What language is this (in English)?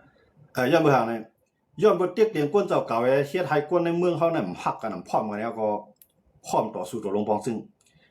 Shan